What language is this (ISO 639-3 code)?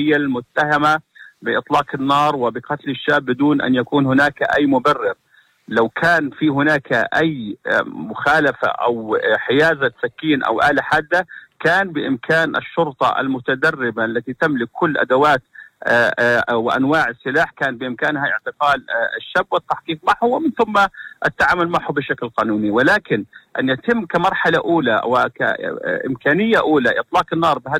apc